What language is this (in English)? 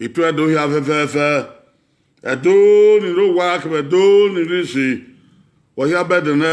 Bini